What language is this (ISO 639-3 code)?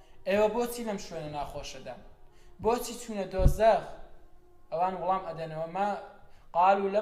ckb